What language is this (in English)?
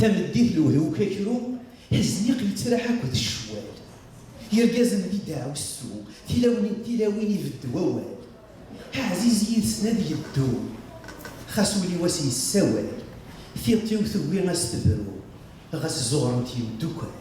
Kabyle